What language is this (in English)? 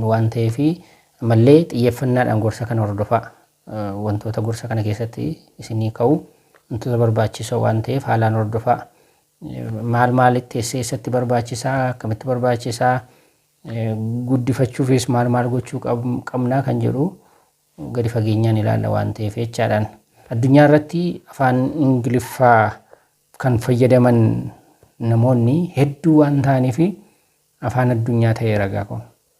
Oromo